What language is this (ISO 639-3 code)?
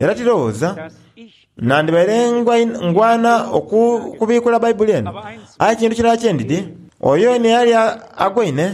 xog